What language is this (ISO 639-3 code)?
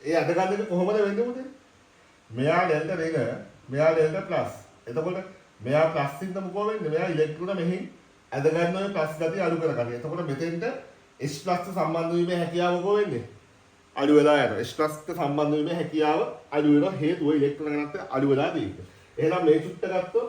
sin